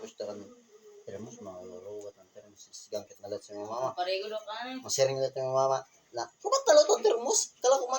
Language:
Waray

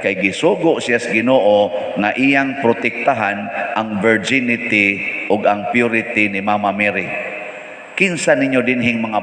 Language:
Cebuano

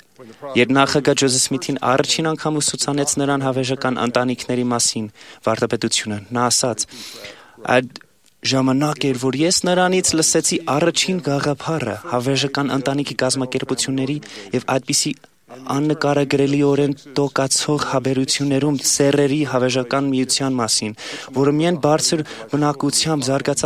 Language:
Armenian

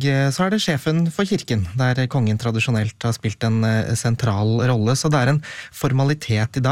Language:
Norwegian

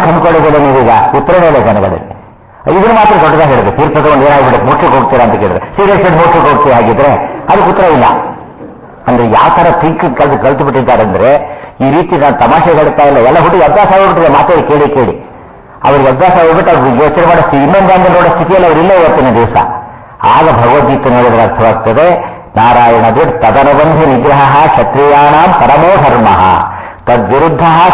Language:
Kannada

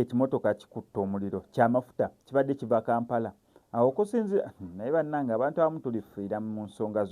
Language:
Ganda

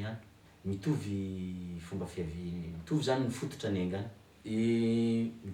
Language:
Malagasy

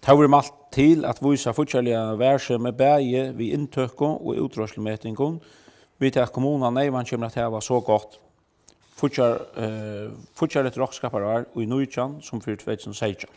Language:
Faroese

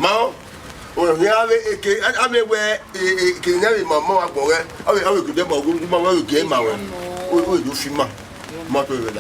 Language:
Bini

